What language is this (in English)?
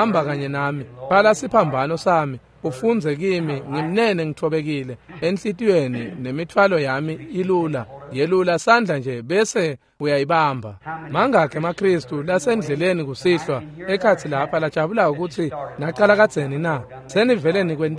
Swati